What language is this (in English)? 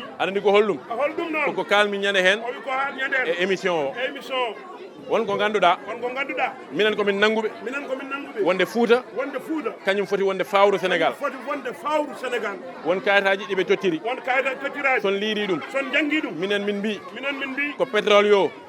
Fula